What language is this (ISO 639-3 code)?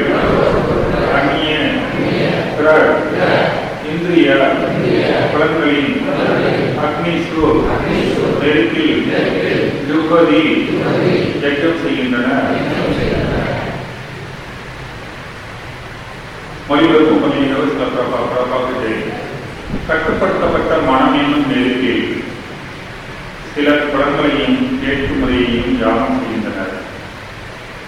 tam